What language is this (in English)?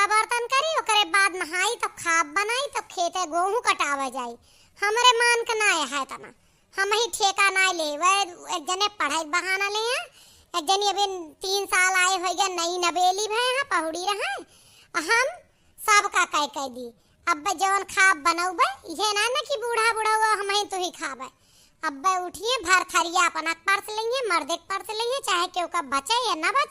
Awadhi